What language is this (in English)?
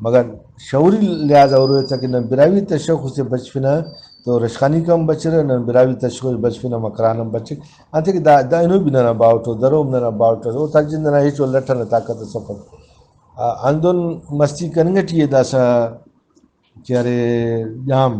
Brahui